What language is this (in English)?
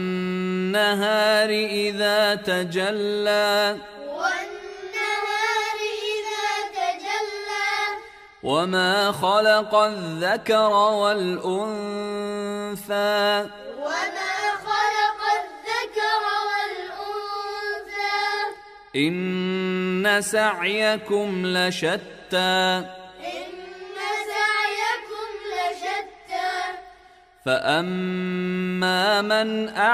Arabic